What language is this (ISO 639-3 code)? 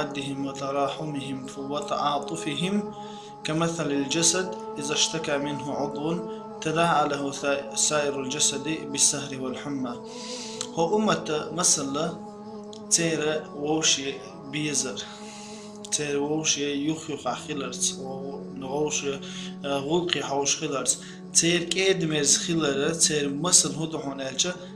che